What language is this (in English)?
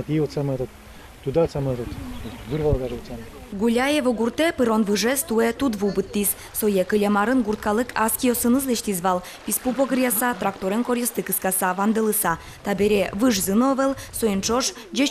Udmurt